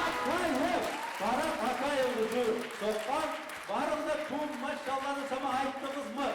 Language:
Kumyk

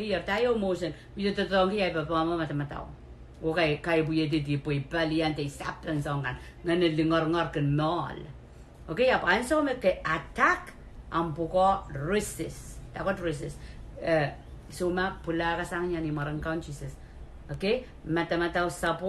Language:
Pohnpeian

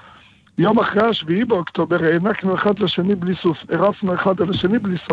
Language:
Hebrew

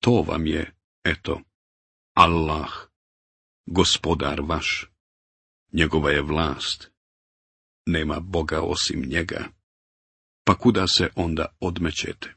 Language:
Bosnian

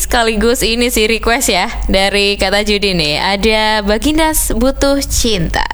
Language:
Indonesian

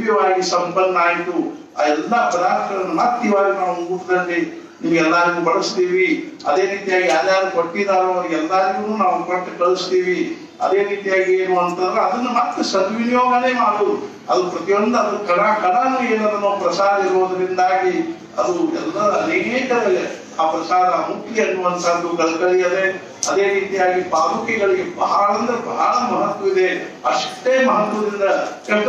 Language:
Kannada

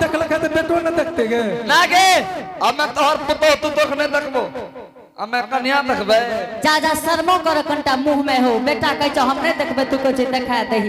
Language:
Angika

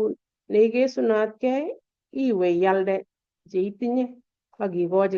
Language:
Kalenjin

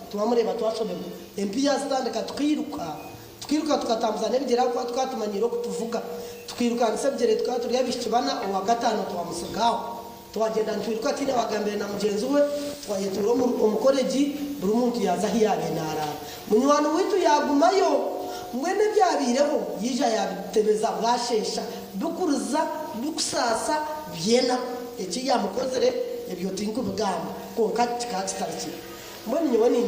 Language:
Nyankole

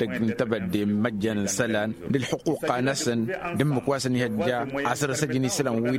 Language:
Tamasheq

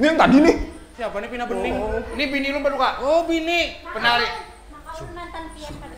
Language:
Banjar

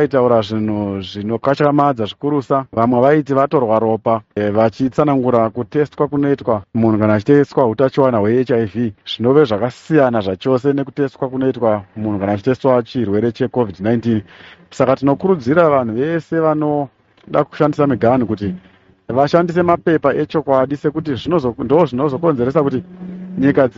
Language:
Shona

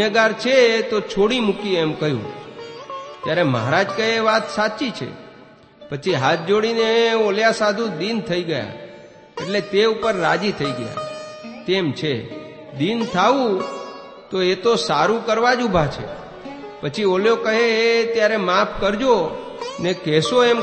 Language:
Gujarati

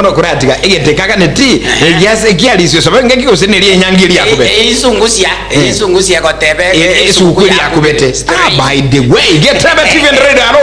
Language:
Gusii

